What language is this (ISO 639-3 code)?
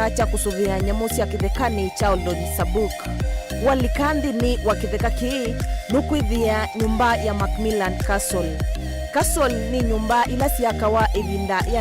kam